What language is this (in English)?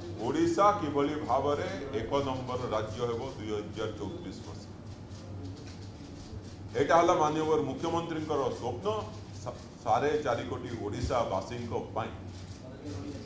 Odia